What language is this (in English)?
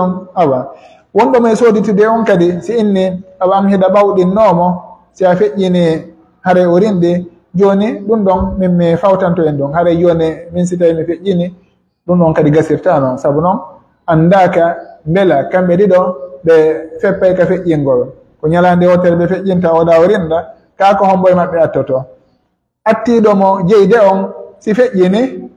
Pular